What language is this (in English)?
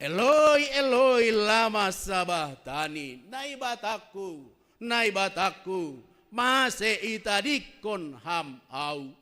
Batak Simalungun